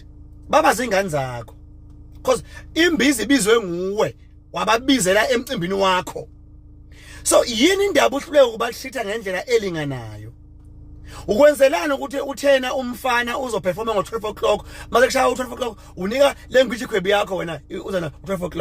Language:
Zulu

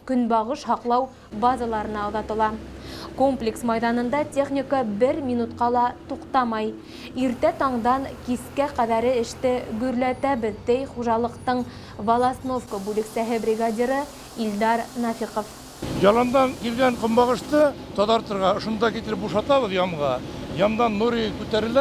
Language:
Bashkir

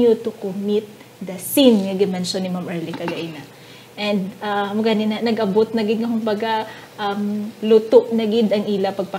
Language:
Hiligaynon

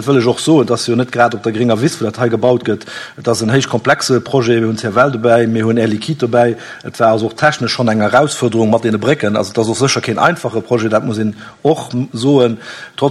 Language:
Luxembourgish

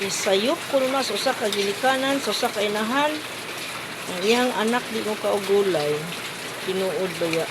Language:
Cebuano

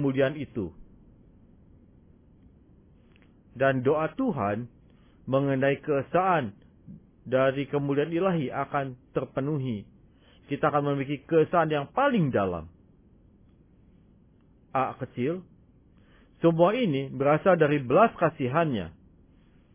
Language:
Indonesian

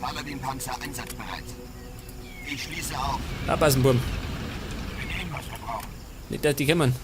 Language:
Bavarian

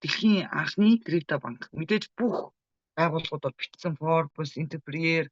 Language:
Mongolian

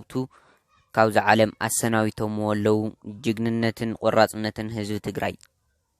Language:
Tigrinya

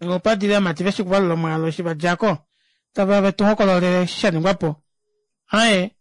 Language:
Kuanyama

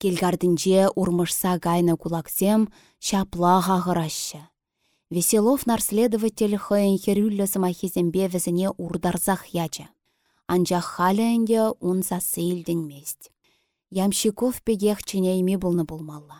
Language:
Chuvash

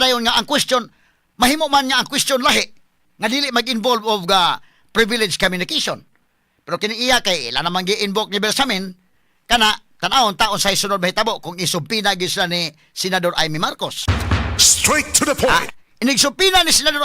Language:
Cebuano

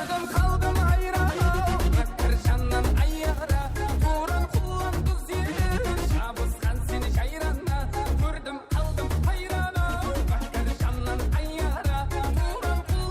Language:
Kara-Kalpak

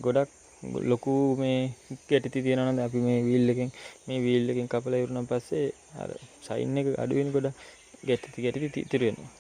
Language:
Sinhala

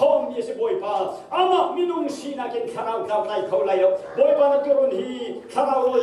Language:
Hakha Chin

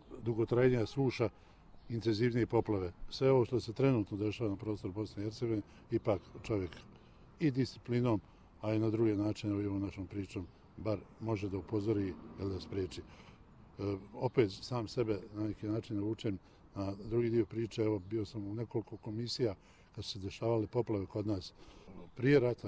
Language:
Bosnian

